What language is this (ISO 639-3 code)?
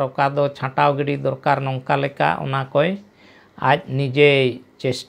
sat